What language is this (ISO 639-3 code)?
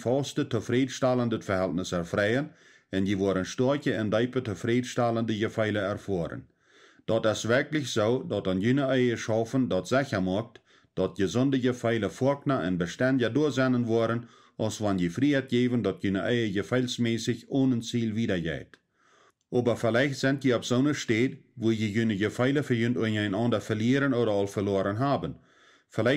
pdt